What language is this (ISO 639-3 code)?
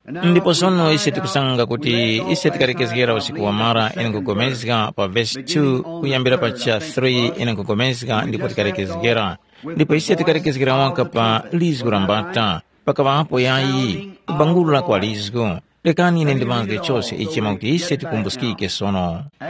tum